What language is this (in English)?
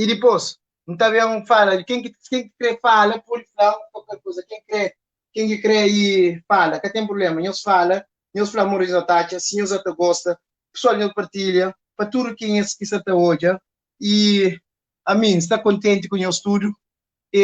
Kabuverdianu